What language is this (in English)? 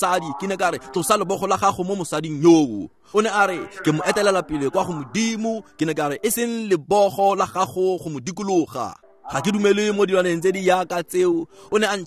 Tswana